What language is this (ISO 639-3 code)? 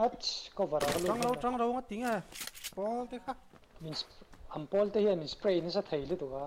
lus